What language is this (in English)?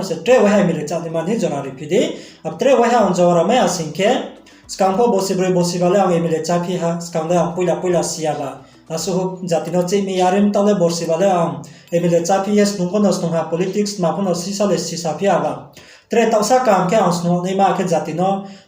Riang (India)